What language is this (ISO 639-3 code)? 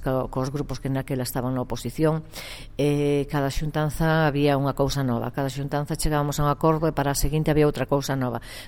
glg